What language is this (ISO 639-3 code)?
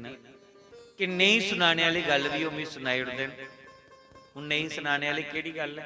doi